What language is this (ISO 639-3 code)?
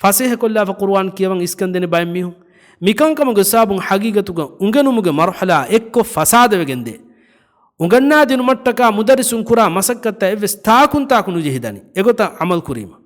div